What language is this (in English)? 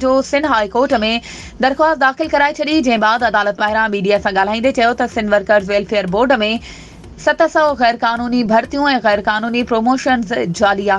Sindhi